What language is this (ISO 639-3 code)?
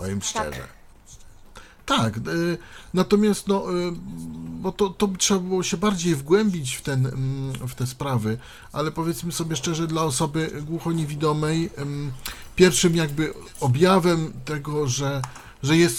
pol